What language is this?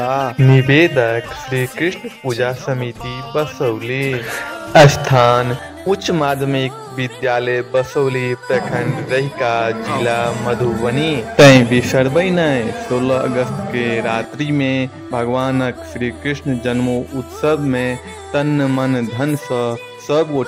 Maithili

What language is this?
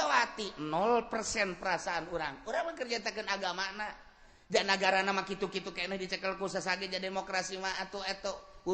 Sundanese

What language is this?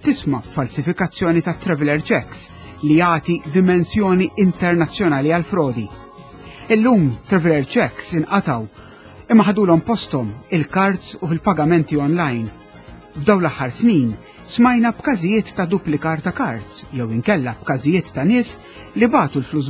Maltese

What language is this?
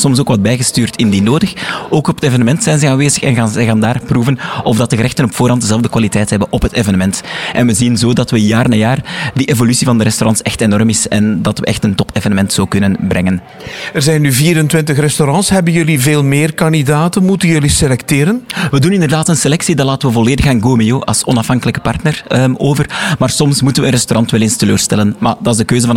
Dutch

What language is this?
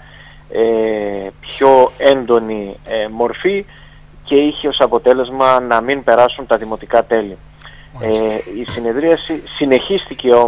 Greek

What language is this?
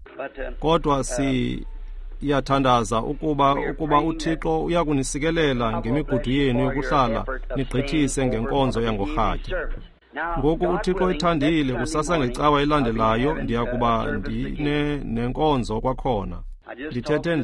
Xhosa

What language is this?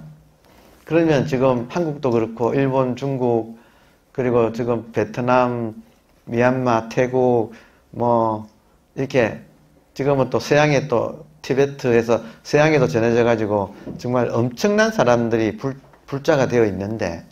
Korean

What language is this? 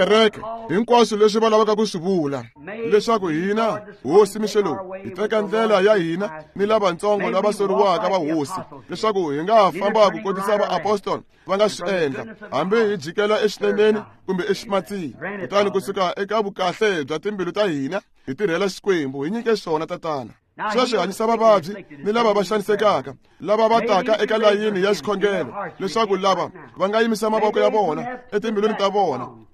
Tsonga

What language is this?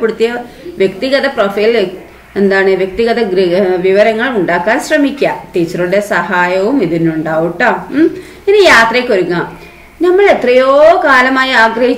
Malayalam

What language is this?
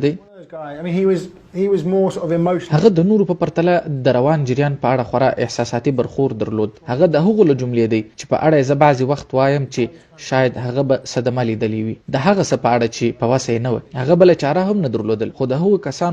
Pashto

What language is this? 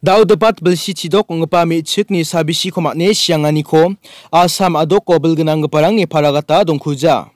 Garo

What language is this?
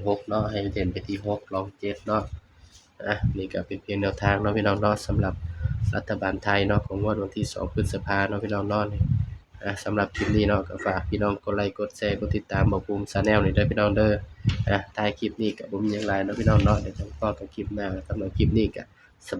Northeastern Thai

